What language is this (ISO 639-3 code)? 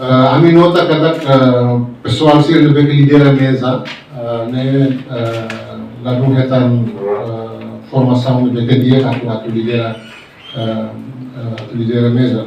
tet